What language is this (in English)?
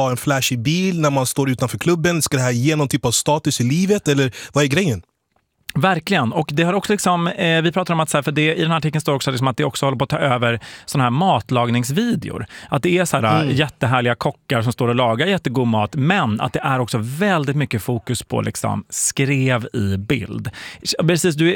Swedish